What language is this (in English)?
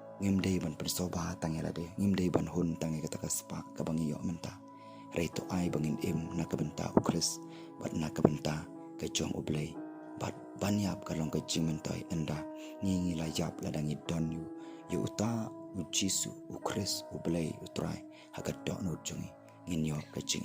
Khasi